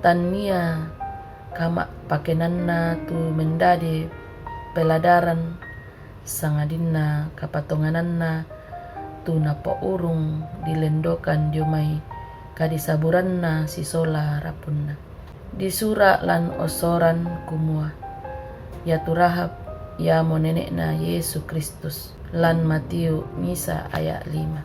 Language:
Toraja-Sa'dan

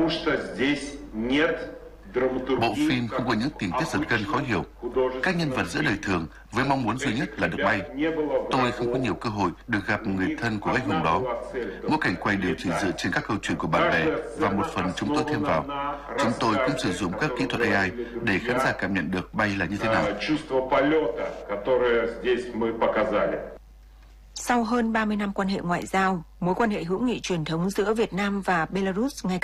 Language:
Vietnamese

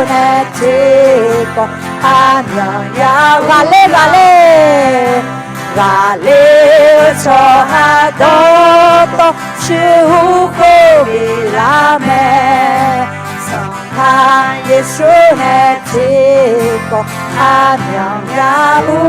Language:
Akha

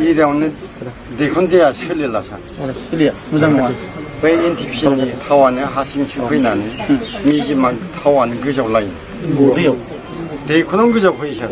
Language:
Bodo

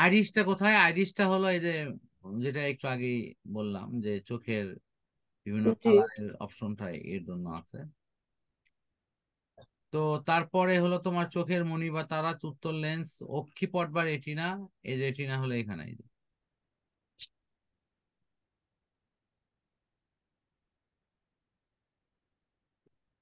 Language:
Bangla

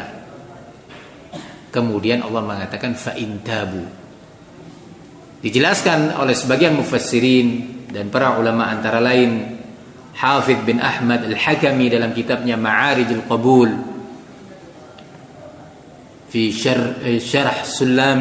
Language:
Indonesian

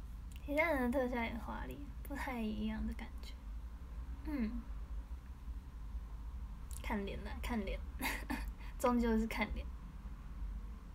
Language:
Chinese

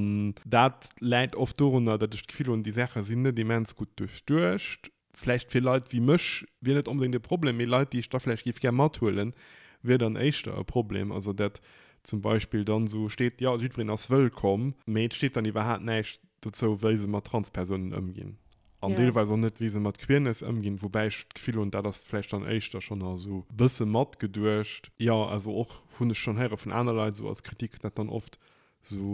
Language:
Luxembourgish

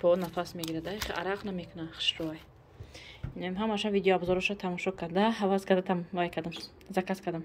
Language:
Tajik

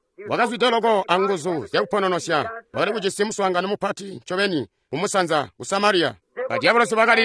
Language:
Tonga (Zambia)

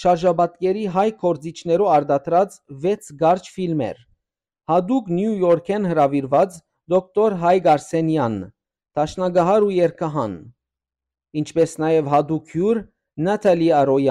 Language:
Western Armenian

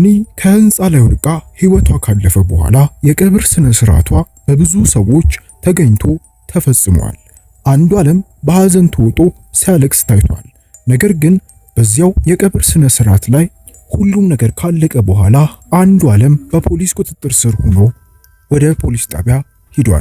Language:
Amharic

